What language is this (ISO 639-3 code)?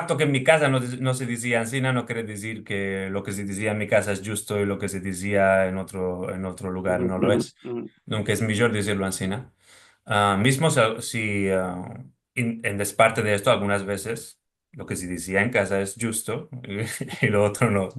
lad